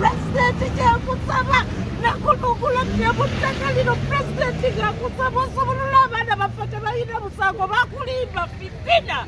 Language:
Ganda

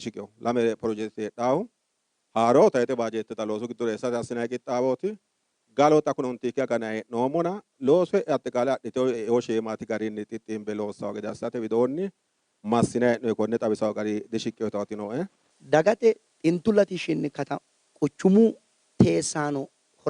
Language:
Sidamo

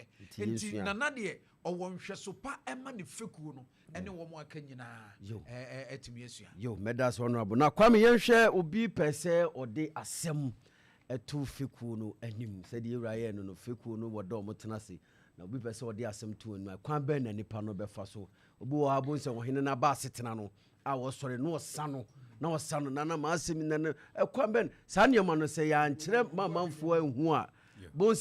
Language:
Akan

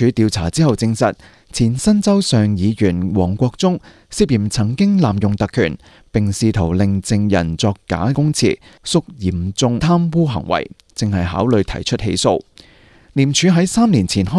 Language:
Cantonese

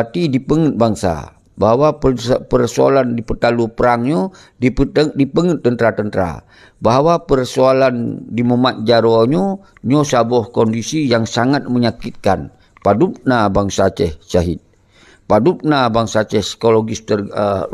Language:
Achinese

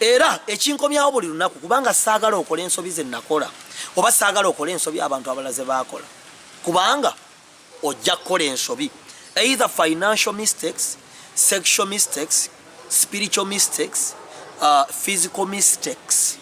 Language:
Ganda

